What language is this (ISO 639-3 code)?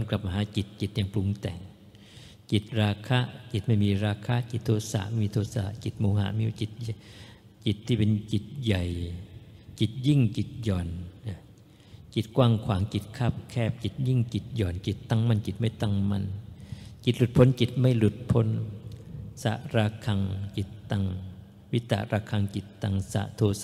tha